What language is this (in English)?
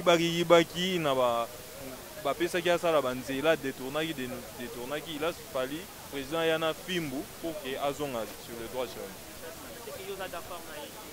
Lingala